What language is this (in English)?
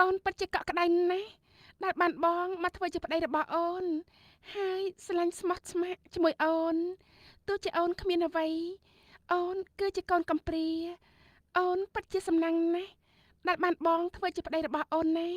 Khmer